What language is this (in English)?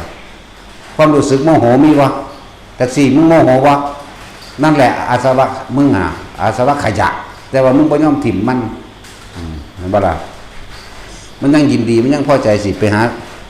Northeastern Thai